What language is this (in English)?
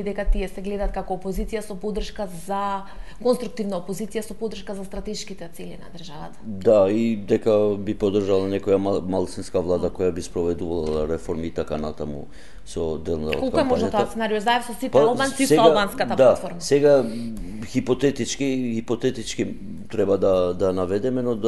Macedonian